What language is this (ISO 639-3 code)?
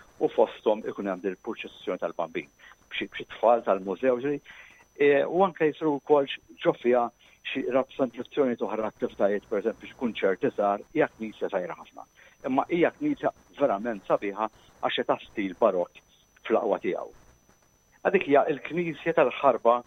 mlt